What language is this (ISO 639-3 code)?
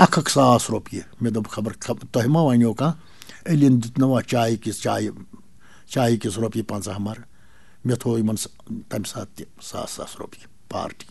kas